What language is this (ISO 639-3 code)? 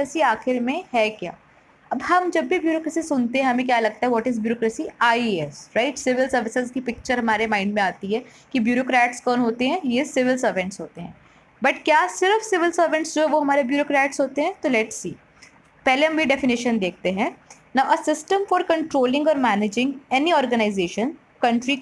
hin